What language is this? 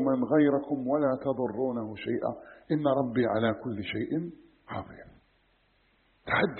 Arabic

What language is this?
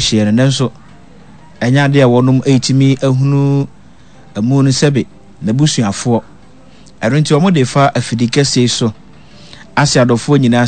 Akan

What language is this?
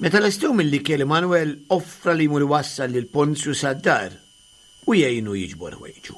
Maltese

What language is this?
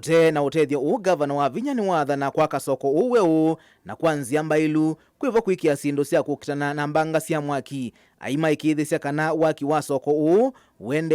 Kamba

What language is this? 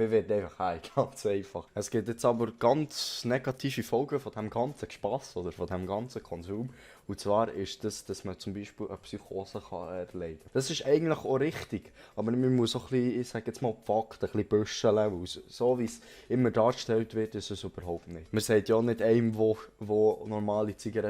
Swiss German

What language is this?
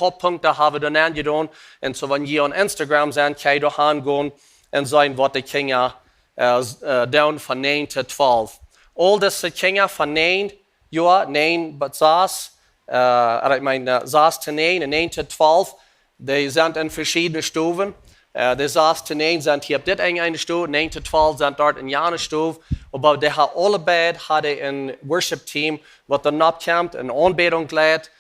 Plautdietsch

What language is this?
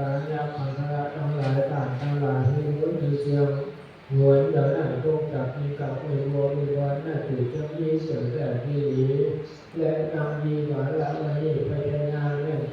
Pali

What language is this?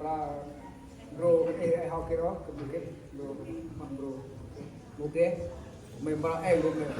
Central Mnong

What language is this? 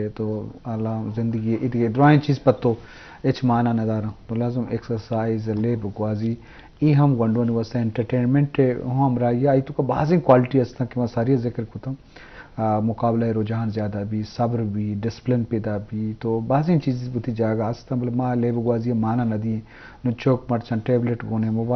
Baluchi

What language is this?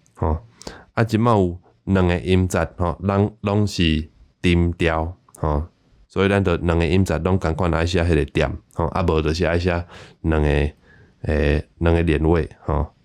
Min Nan Chinese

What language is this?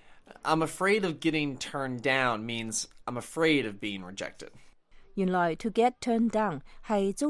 Cantonese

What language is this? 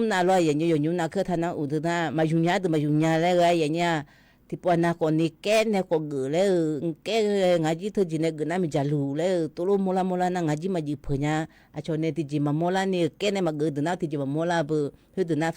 Akha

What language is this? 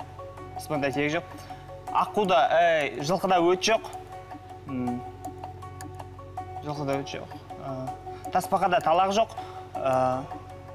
Kazakh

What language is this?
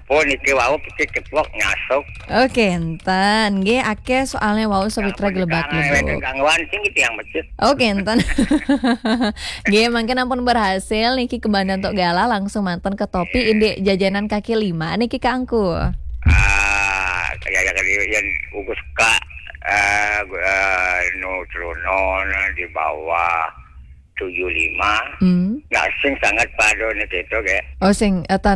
Balinese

